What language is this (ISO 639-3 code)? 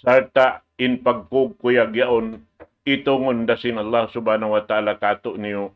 tsg